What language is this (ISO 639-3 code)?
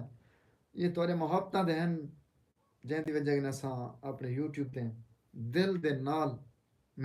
skr